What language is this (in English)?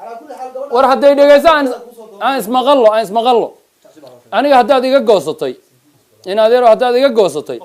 Somali